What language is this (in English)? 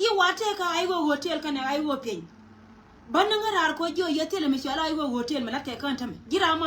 Nuer